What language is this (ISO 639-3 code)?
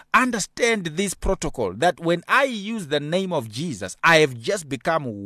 eng